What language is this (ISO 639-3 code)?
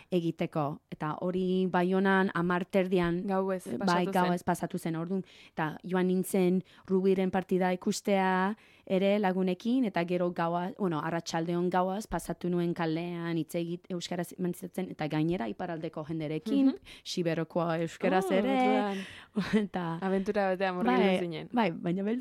eus